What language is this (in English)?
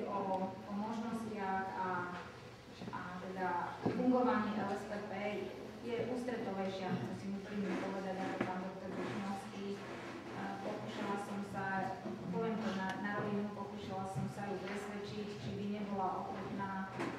Slovak